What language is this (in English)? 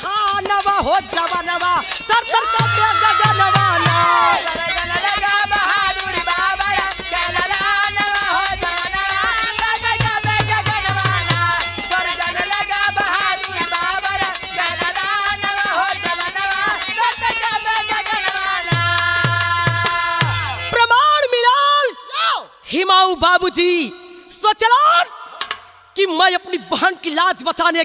Bhojpuri